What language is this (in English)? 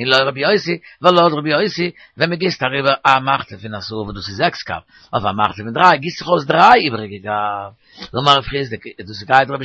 Yiddish